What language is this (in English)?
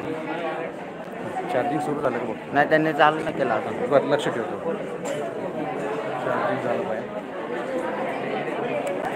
Marathi